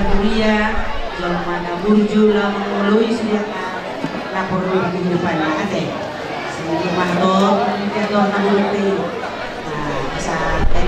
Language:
Batak Toba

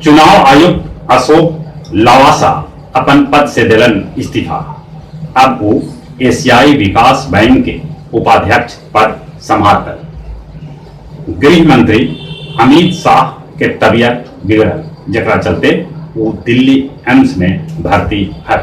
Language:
Magahi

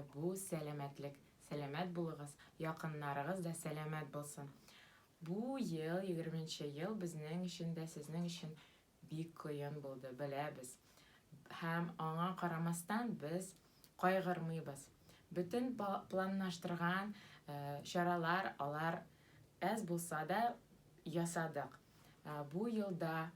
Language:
Tatar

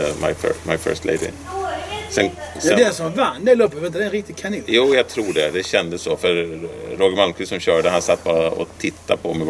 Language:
Swedish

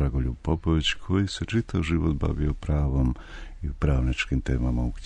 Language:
Serbian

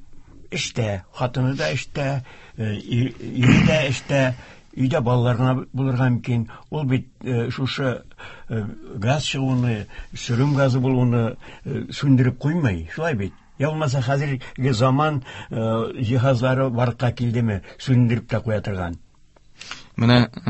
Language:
Tatar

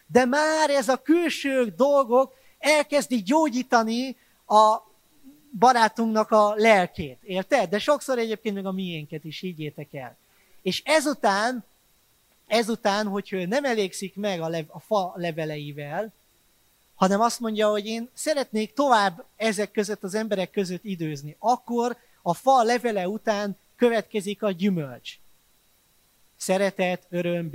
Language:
Hungarian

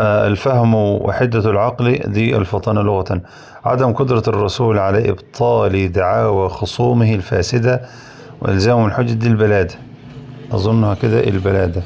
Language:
Egyptian Arabic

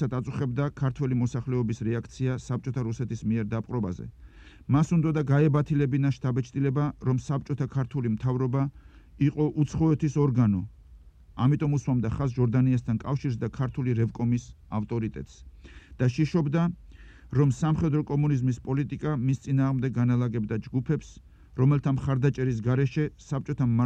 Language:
Georgian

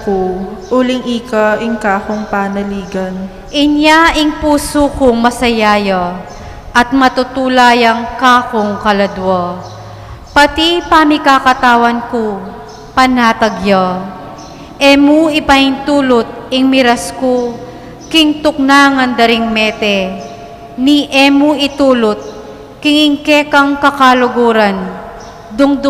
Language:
Pampanga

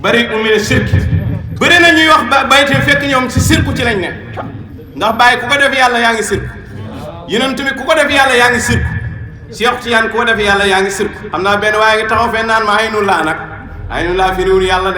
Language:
Wolof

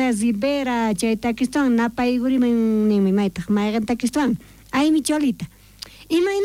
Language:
South Bolivian Quechua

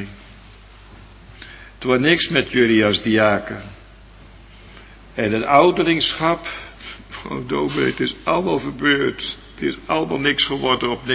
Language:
Dutch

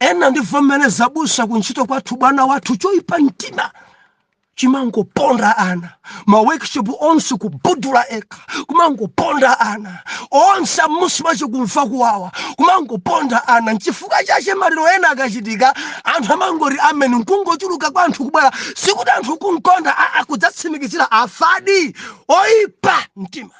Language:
Nyanja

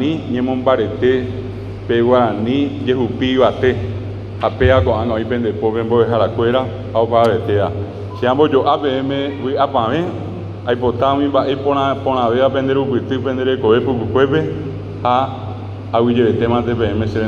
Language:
Guarani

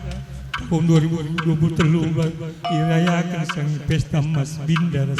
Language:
Batak Karo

